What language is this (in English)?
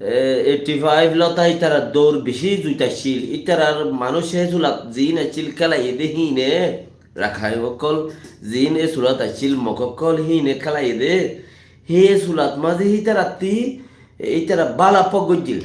Rohingya